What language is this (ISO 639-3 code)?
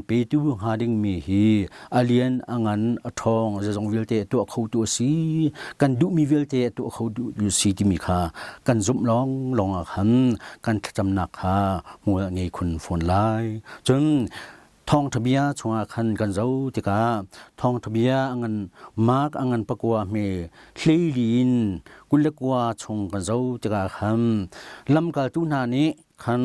cnh